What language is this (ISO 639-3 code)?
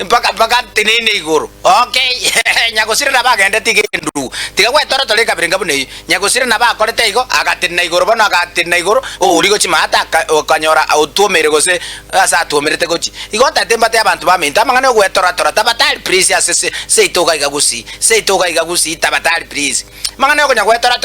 guz